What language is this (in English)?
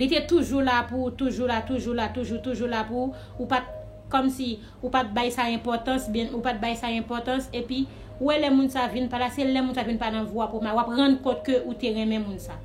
Haitian Creole